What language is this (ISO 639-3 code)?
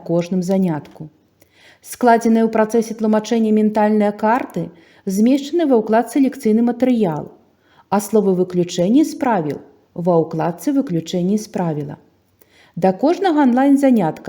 bel